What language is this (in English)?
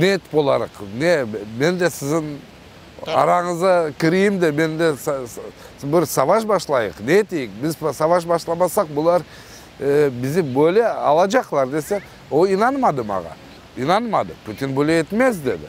Crimean Tatar